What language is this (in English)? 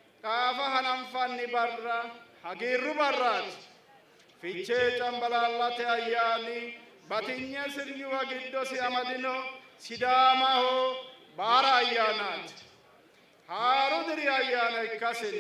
Sidamo